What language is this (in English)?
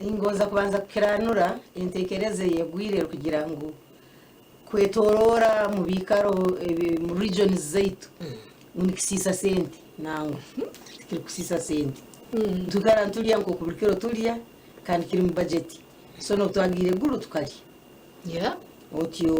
Nyankole